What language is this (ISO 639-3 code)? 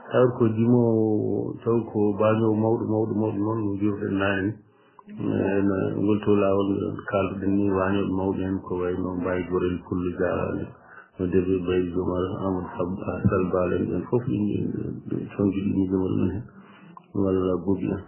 ful